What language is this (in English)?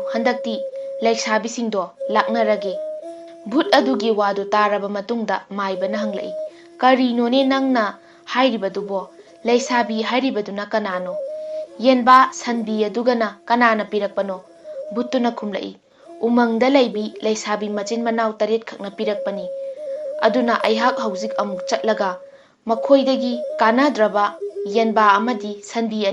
Manipuri